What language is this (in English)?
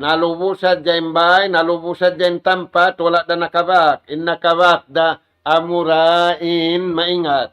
Tausug